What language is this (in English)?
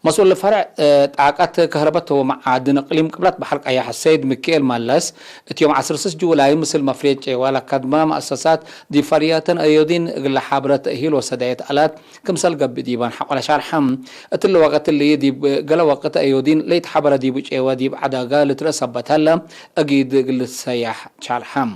Tigre